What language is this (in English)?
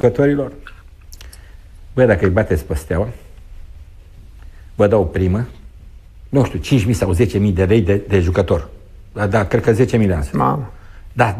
Romanian